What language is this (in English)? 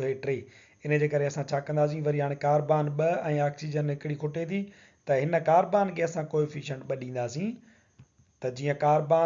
Sindhi